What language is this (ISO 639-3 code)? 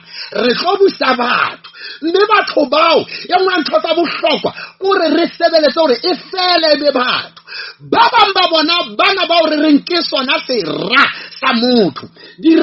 sot